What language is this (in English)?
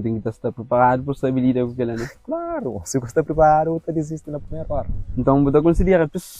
Kabuverdianu